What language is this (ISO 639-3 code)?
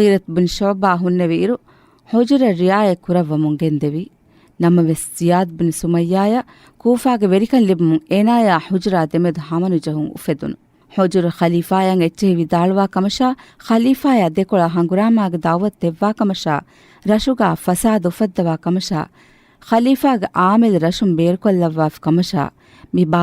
div